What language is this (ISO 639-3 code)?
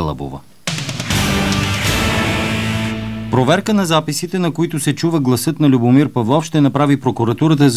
bul